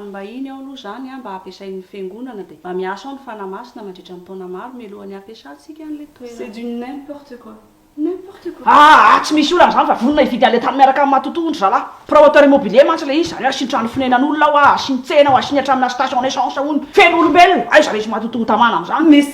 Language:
Malagasy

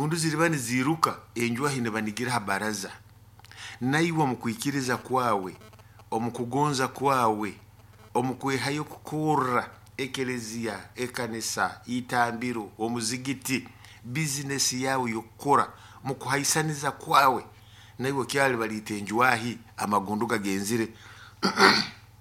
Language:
Nyoro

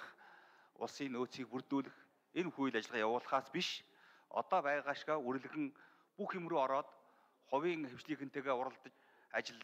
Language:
Mongolian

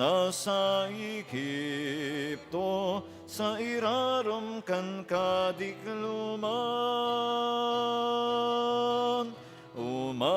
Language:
Bikol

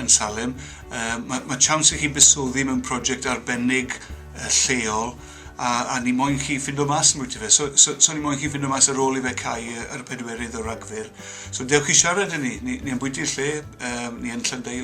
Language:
Welsh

